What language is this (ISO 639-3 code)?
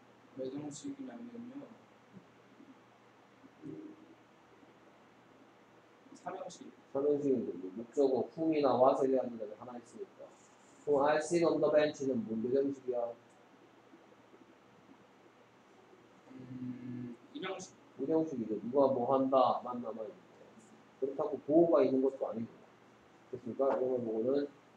kor